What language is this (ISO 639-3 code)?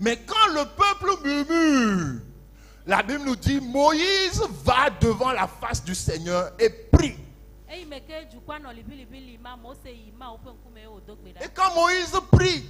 ewe